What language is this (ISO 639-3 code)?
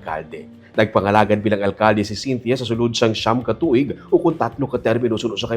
hil